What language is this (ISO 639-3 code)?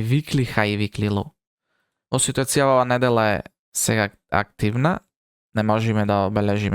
mkd